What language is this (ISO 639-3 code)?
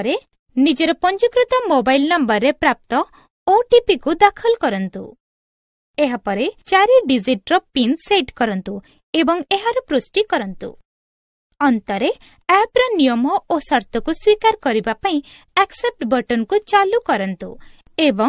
ori